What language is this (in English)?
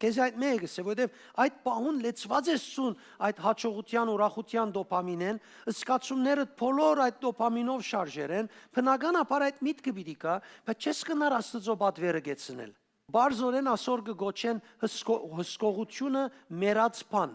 Western Armenian